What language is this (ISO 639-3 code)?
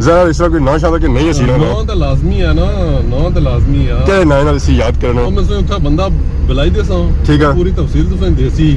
phr